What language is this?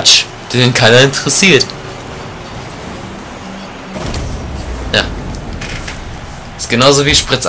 German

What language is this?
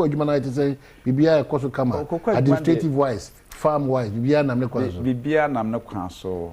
Akan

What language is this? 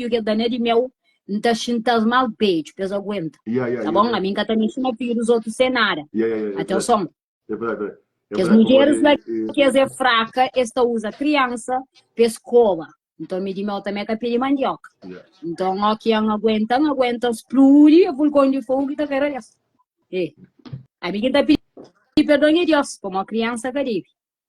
Kabuverdianu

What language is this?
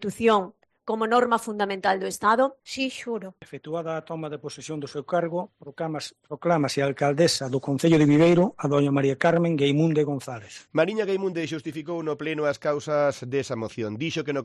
Galician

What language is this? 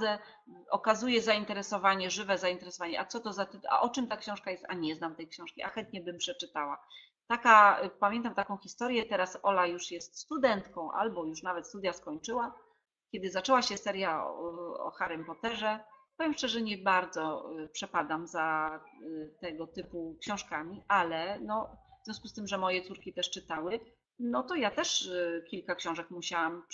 Polish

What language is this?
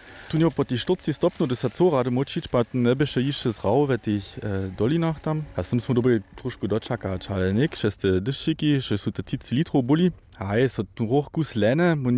Upper Sorbian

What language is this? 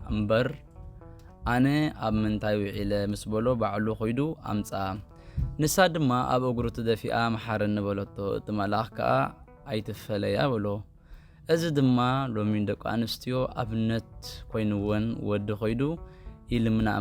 Tigrinya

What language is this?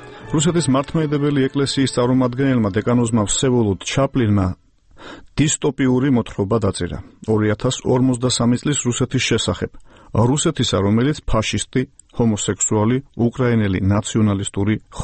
Georgian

